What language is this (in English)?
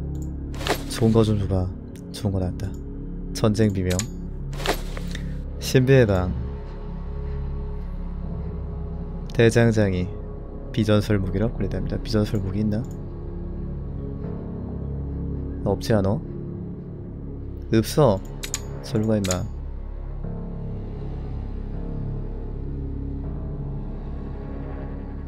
Korean